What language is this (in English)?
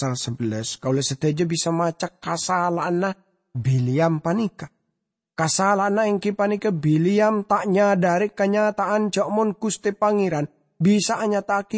Madurese